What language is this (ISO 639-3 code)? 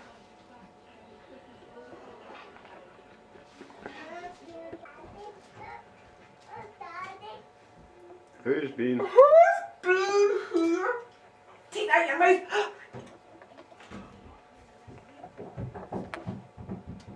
eng